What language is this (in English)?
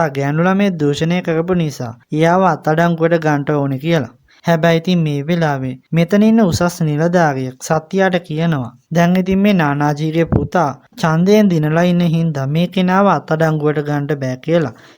Sinhala